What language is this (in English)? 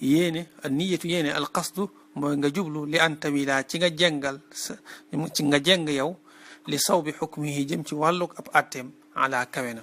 Wolof